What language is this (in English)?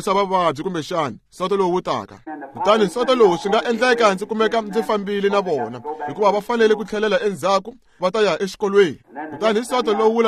Tsonga